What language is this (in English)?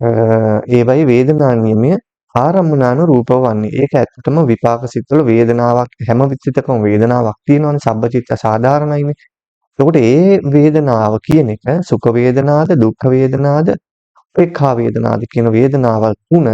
Sinhala